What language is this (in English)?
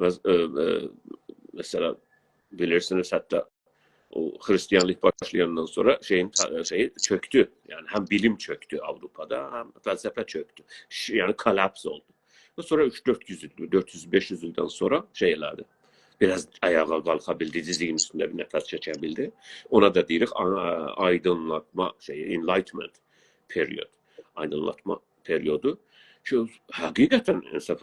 South Azerbaijani